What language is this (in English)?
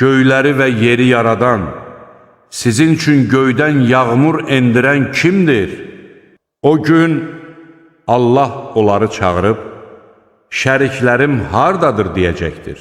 Azerbaijani